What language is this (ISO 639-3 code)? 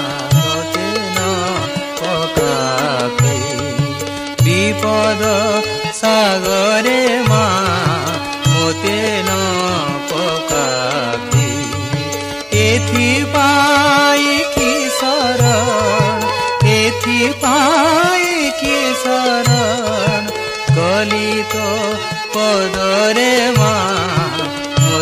ori